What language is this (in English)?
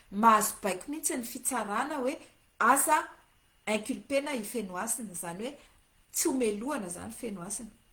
Malagasy